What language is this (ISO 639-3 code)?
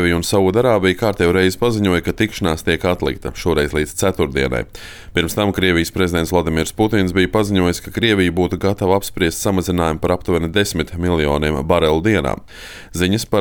lav